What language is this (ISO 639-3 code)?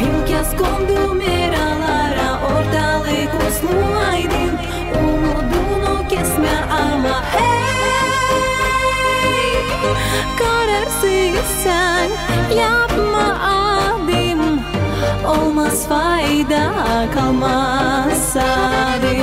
gag